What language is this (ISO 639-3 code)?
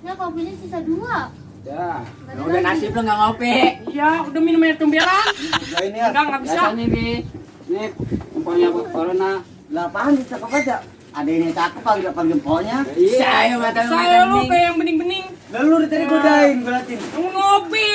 bew